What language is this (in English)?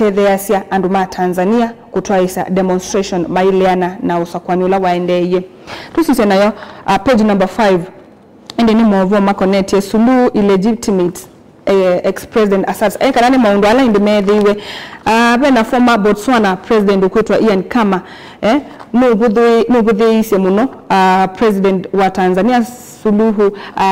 Kamba